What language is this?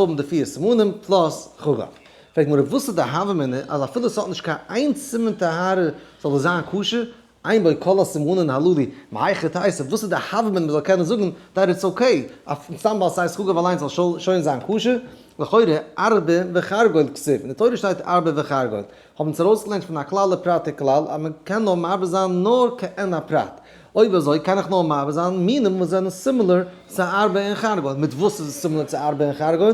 Yiddish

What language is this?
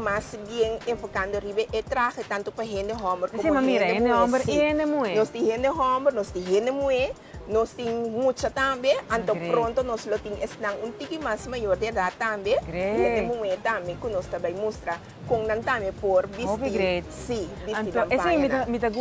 Papiamento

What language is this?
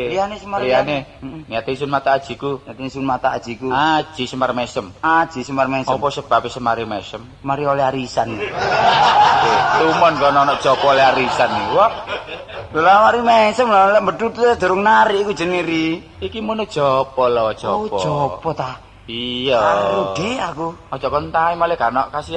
Javanese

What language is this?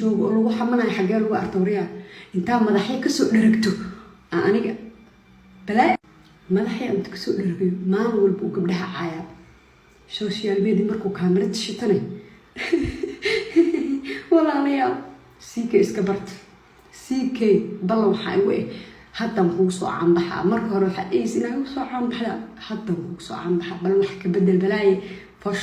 Somali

